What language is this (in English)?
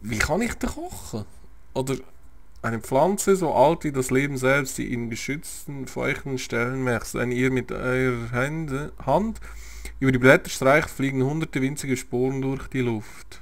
Swiss German